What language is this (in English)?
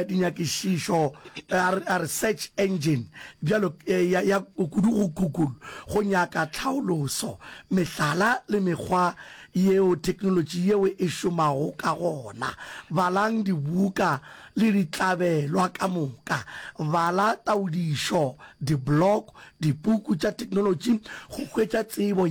Northern Sotho